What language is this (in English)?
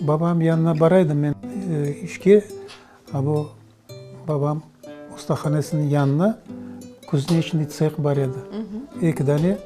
Crimean Tatar